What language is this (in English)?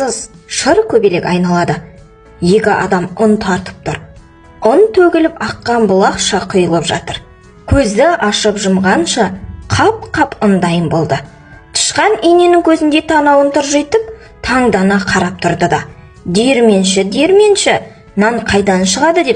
Kazakh